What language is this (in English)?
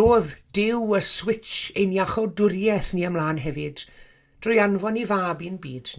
Welsh